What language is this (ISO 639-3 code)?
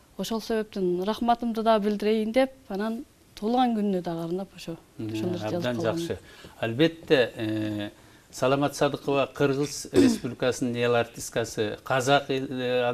kir